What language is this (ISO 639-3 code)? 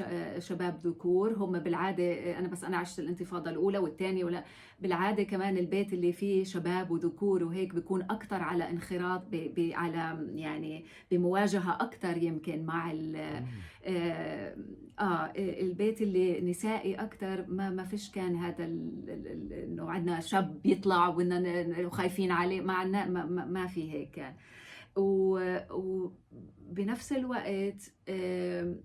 apc